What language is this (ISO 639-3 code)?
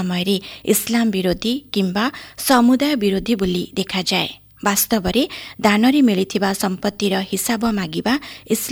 ori